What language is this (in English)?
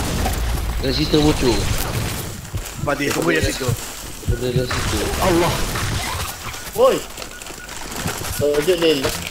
Malay